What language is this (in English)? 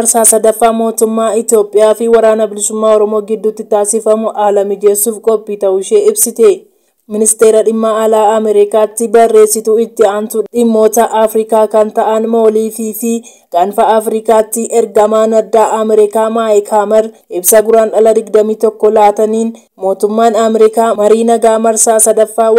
Oromo